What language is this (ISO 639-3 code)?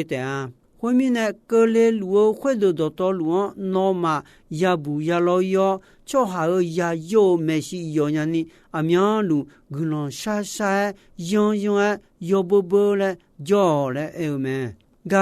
ahk